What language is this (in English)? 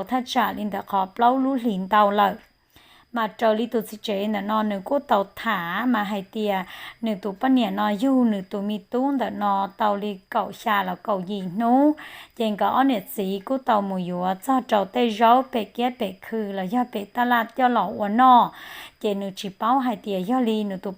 Hmong